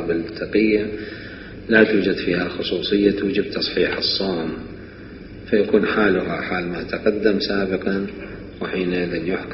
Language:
Mesopotamian Arabic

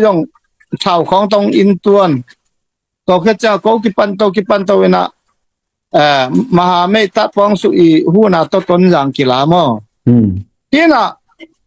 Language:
Tedim Chin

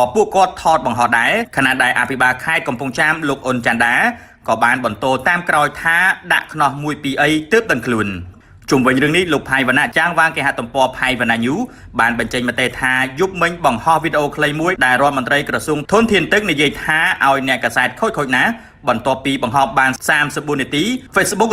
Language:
Khmer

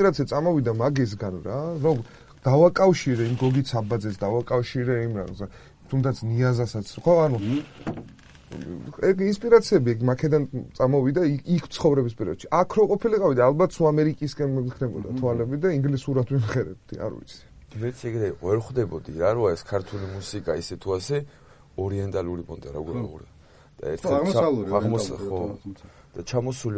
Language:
Georgian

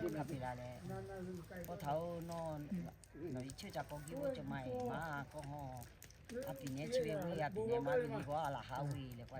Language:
Lahu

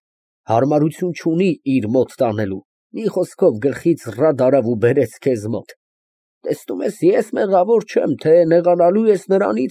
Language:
Armenian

